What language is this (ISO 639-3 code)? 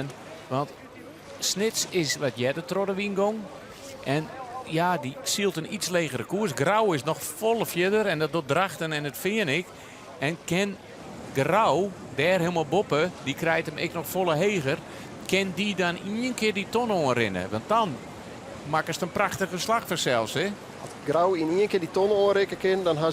fry